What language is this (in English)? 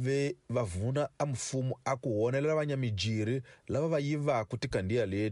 Tsonga